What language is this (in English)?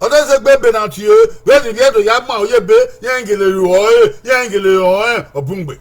Bini